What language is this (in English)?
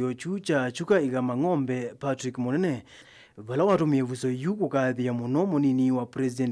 Kamba